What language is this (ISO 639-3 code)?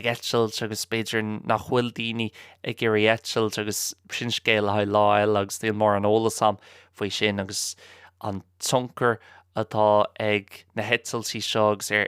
gle